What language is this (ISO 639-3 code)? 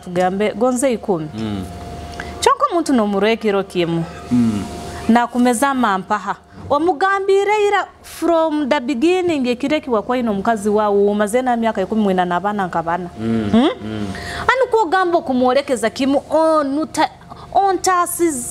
nyo